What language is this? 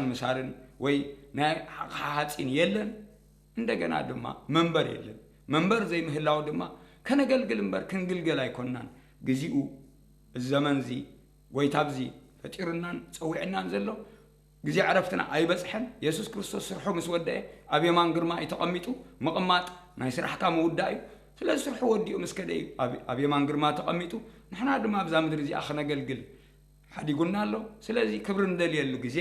Tigrinya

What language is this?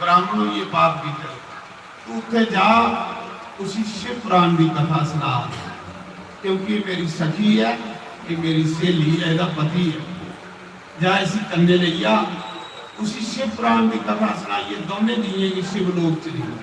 Dogri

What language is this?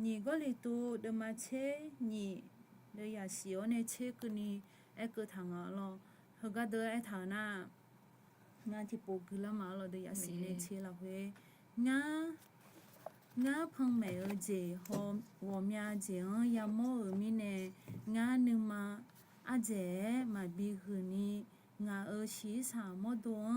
Akha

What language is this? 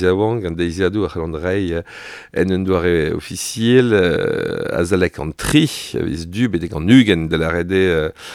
Breton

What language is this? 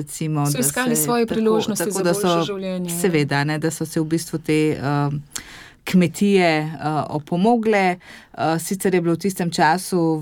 Slovenian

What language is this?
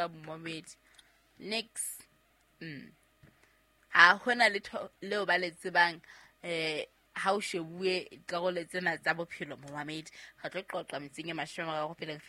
Southern Sotho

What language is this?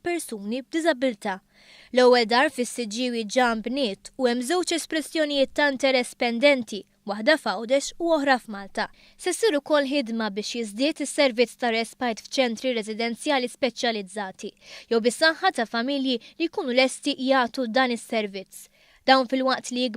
Maltese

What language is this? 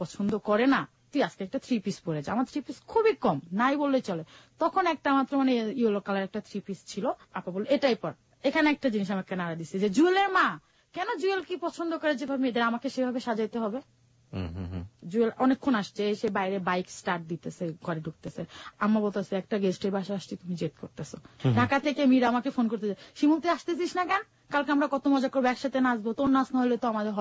Bangla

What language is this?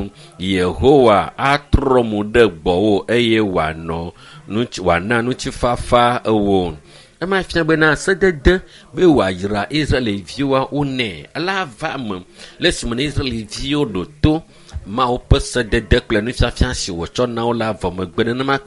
Ewe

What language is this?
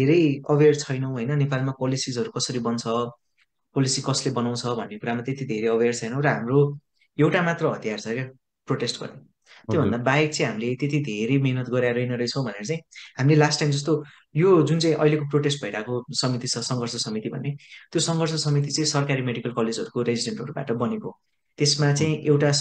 Nepali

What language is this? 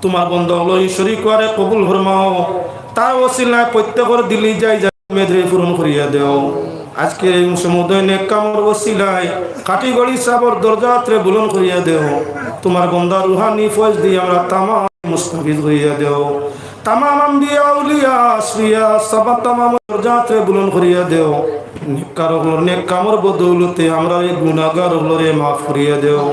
Sylheti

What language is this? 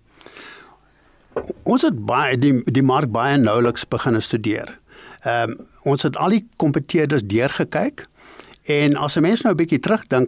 Afrikaans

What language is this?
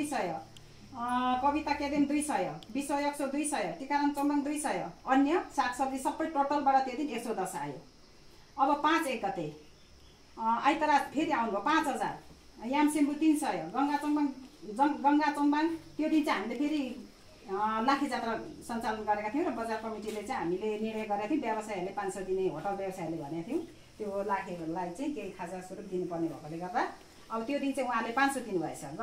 Nepali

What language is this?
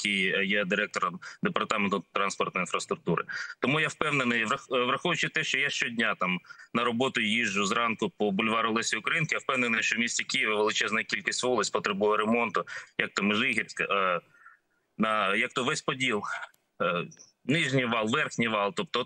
Ukrainian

